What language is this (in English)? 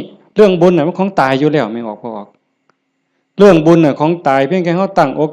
Northeastern Thai